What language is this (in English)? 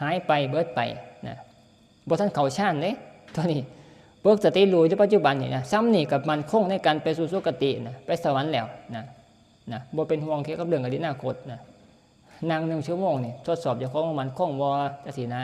Northeastern Thai